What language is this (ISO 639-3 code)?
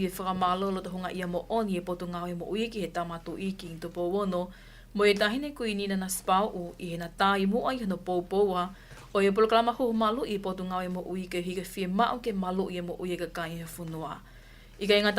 ton